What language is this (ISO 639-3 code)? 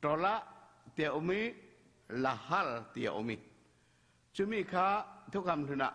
cfm